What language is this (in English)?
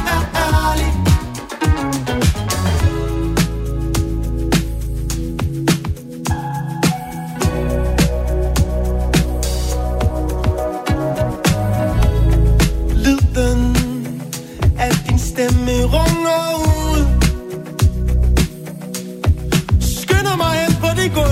Danish